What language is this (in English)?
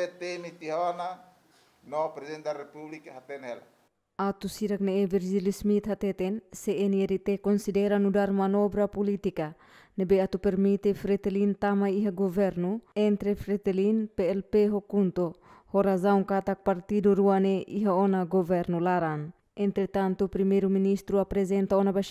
Tetum